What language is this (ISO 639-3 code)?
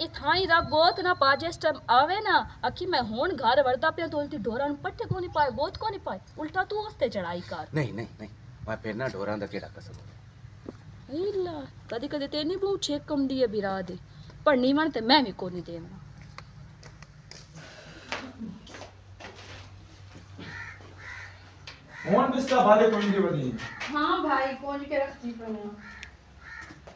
pan